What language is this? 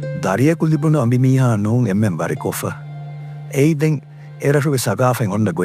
Divehi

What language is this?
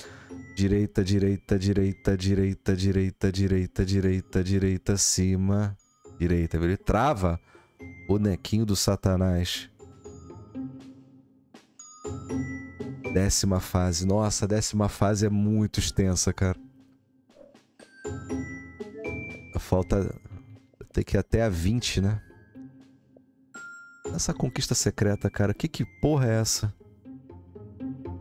Portuguese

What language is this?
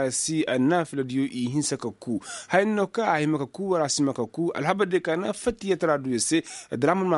Koyraboro Senni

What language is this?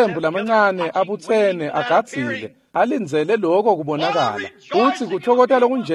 Swati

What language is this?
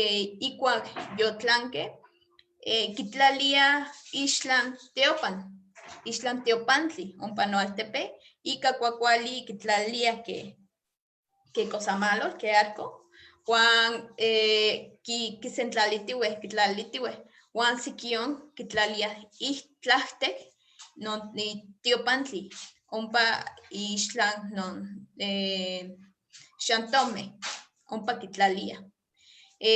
Eastern Huasteca Nahuatl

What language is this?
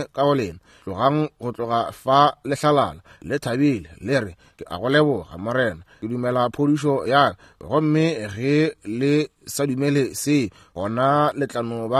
Northern Sotho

